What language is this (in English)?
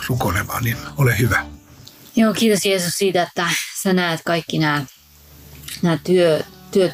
Finnish